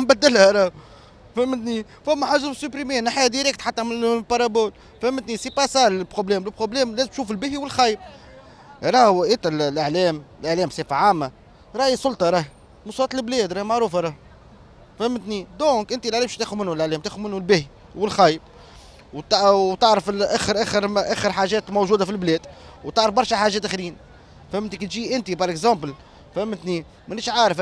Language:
Tunisian Arabic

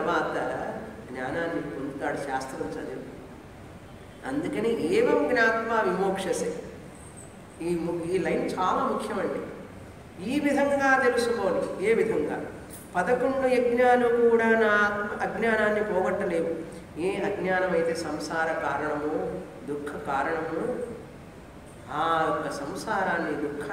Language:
Telugu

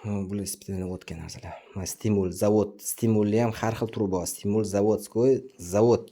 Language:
Uzbek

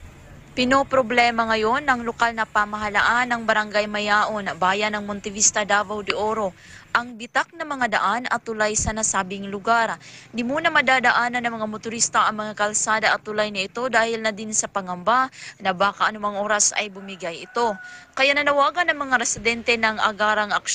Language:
Filipino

